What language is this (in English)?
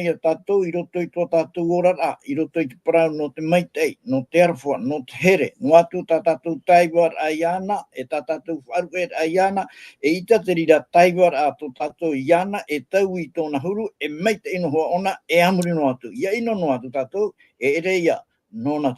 Tahitian